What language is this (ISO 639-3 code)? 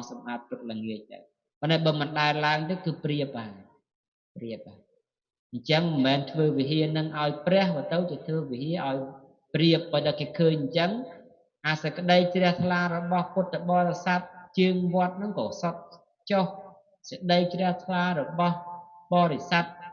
khm